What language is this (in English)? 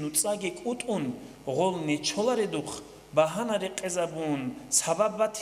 Avaric